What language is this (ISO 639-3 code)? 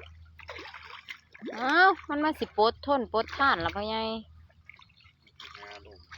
lao